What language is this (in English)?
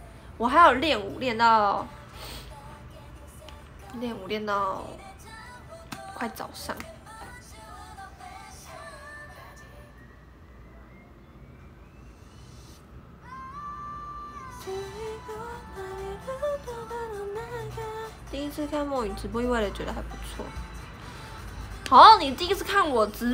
Chinese